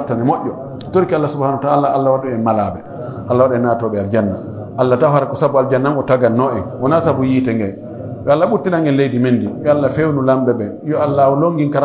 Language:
Pular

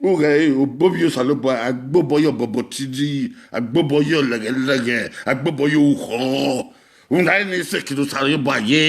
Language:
Bini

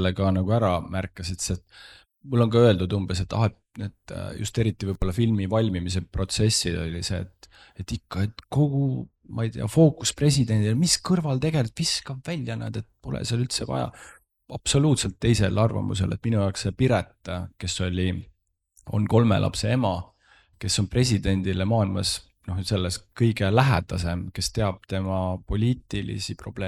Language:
Estonian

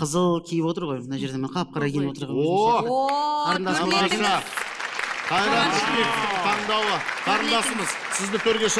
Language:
Kazakh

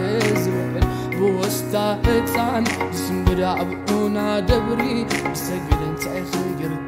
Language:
Tigrinya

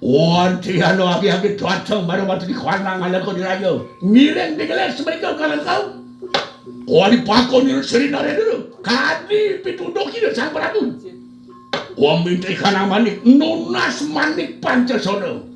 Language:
Balinese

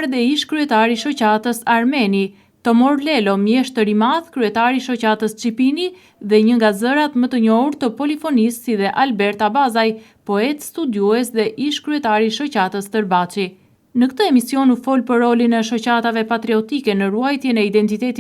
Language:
Albanian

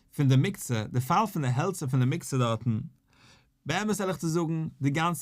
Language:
Yiddish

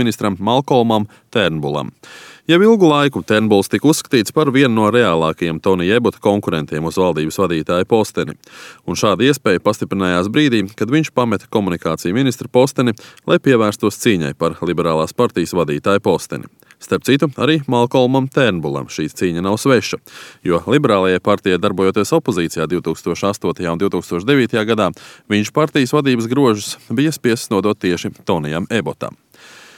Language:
Latvian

